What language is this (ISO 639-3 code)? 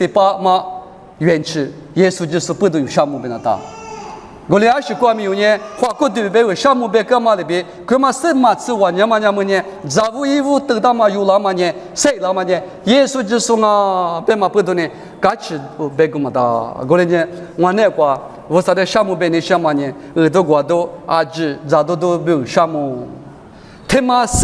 lis